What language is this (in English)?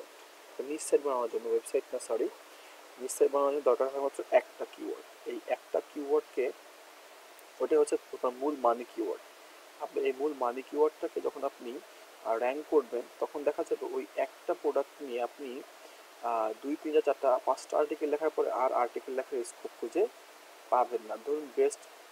Bangla